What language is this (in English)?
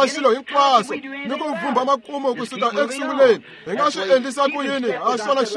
Tsonga